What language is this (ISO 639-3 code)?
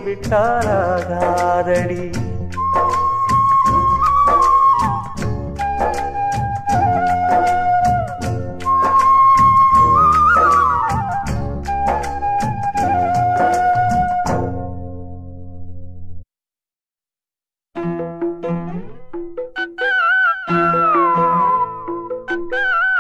tam